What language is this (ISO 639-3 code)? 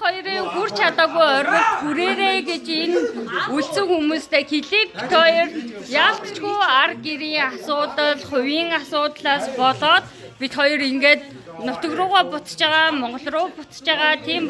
mon